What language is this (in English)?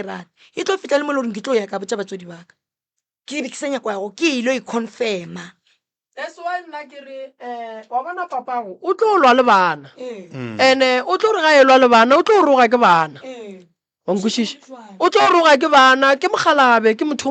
Northern Sotho